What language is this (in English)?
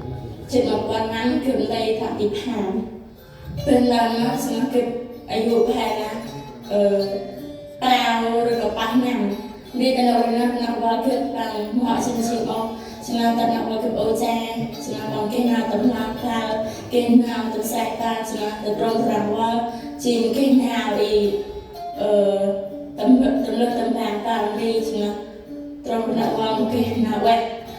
Central Mnong